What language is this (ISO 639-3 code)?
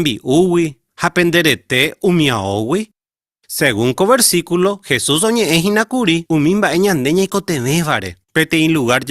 grn